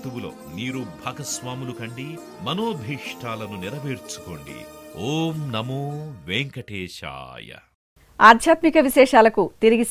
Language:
Telugu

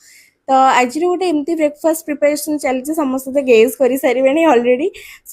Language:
Odia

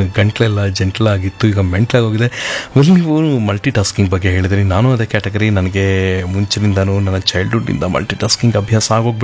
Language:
Kannada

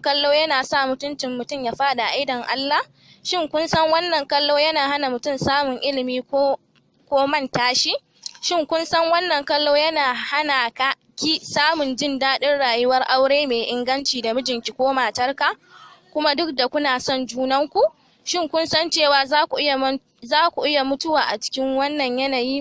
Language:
Hausa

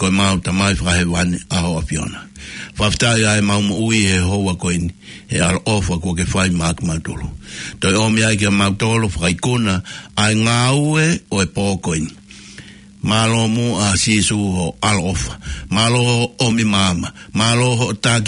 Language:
Tongan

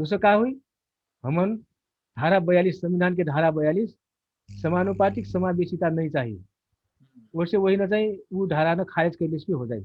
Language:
Dangaura Tharu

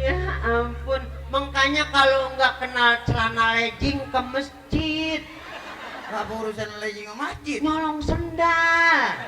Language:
Betawi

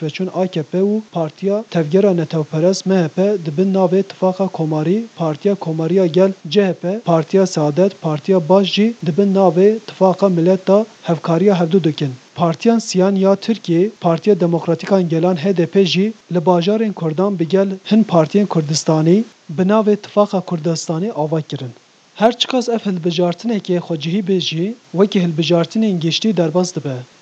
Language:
Kurdish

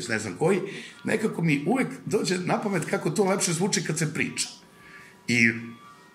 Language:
Serbian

